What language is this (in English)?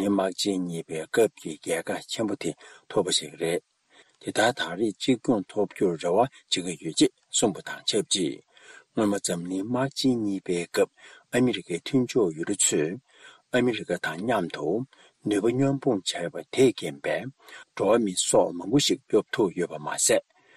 Tibetan